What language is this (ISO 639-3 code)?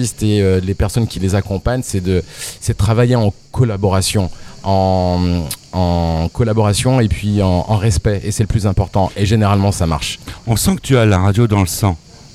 fra